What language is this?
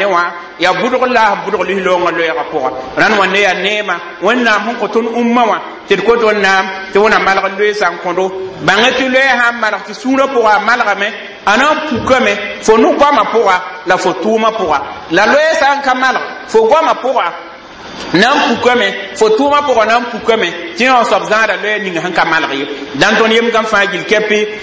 Mossi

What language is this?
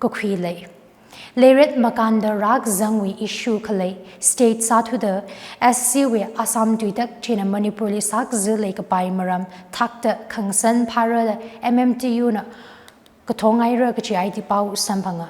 Tangkhul Naga (India)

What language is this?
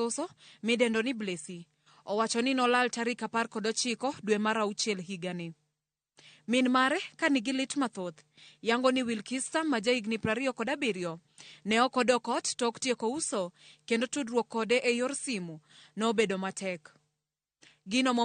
Luo (Kenya and Tanzania)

